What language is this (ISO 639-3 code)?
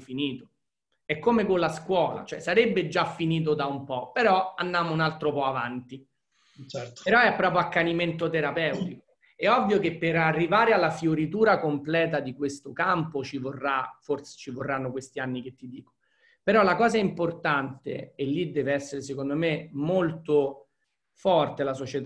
ita